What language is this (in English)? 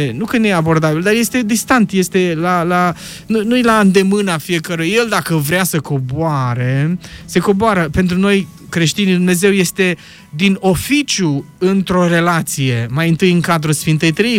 Romanian